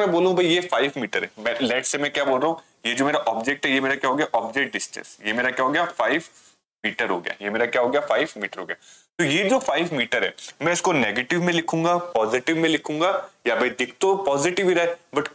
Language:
Hindi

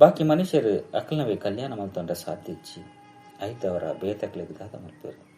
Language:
Tulu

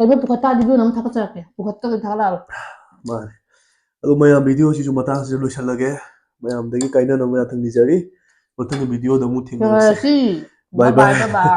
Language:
Manipuri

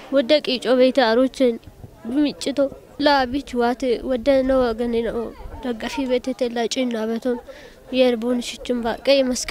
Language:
Kafa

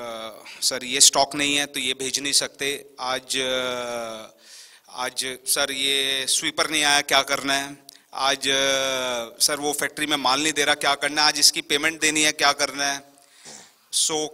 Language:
Hindi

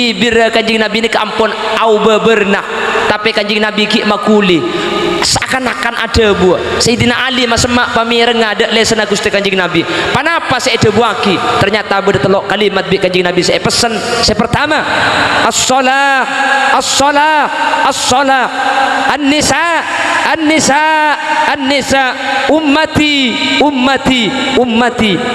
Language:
Madurese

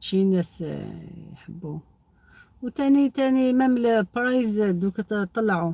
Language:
Algerian Arabic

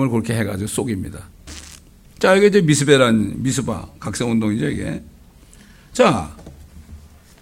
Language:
Korean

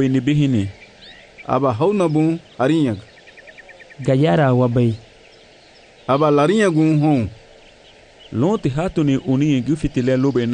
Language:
Garifuna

